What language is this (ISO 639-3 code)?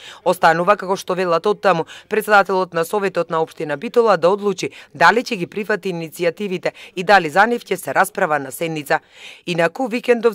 mkd